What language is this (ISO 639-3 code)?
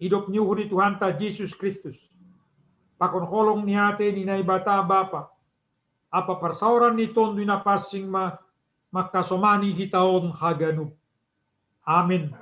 bts